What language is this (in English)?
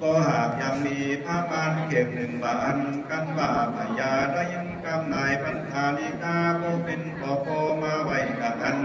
Lü